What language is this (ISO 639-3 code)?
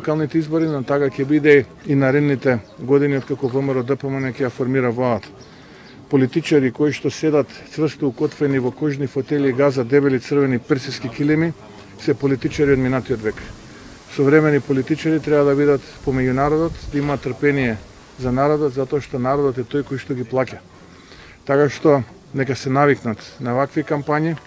mkd